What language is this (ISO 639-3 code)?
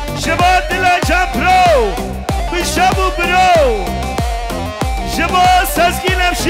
fas